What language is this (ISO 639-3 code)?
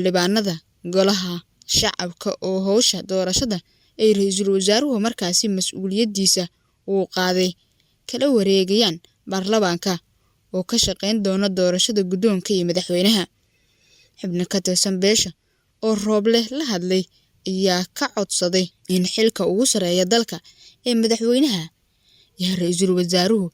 som